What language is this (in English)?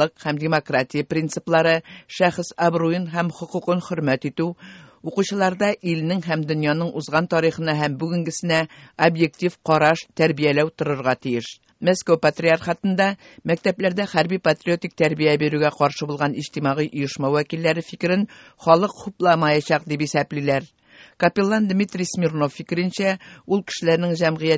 Tatar